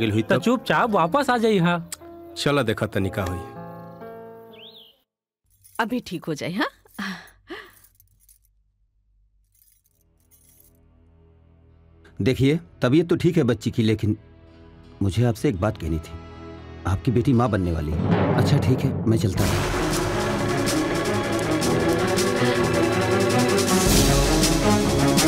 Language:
Bhojpuri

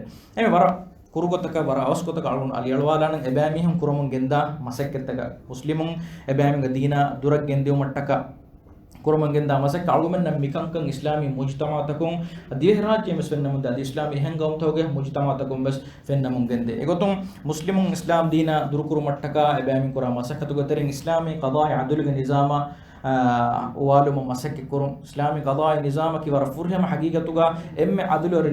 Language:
Divehi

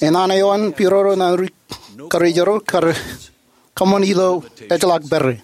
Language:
Marshallese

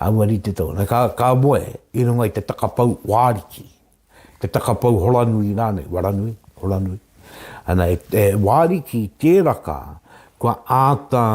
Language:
Māori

